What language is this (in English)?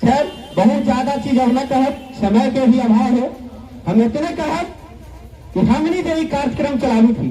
Magahi